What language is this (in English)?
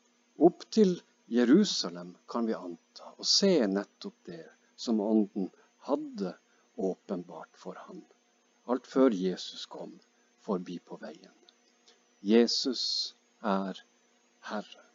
Norwegian